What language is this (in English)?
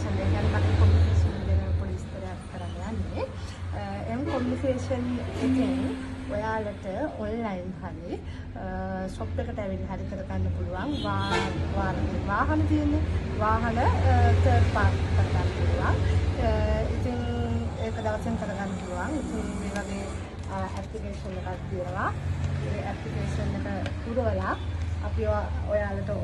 Sinhala